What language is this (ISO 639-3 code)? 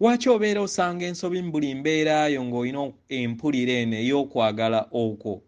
lug